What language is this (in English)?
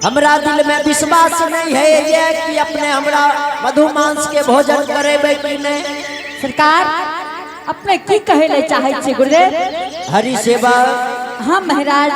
Angika